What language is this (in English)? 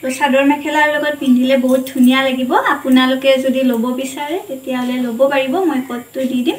Assamese